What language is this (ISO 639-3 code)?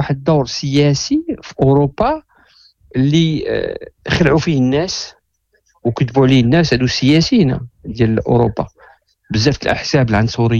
ary